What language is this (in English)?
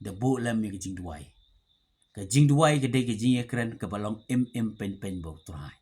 Khasi